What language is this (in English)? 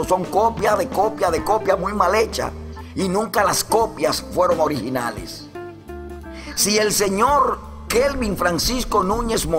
Spanish